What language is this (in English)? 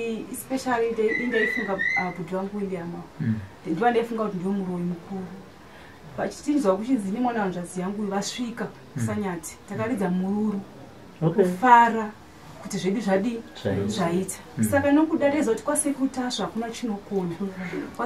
Shona